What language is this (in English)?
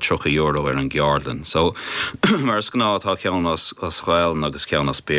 Irish